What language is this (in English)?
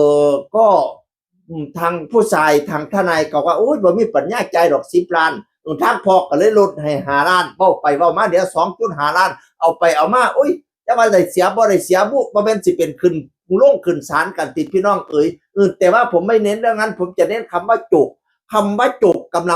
Northeastern Thai